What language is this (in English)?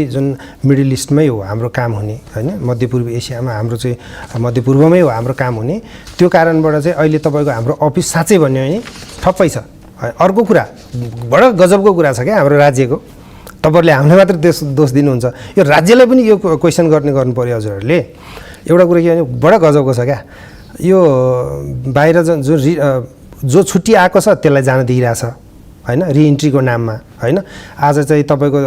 Nepali